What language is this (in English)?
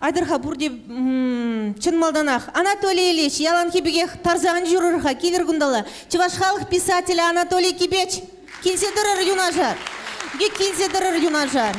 Chuvash